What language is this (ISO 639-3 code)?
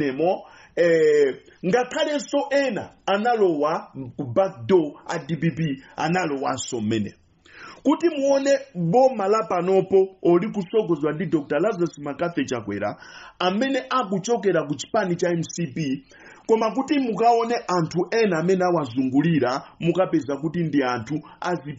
nya